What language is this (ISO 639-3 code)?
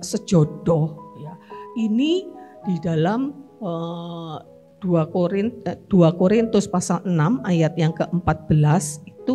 ind